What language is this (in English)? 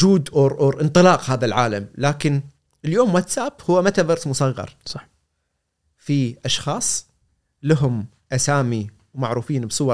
Gulf Arabic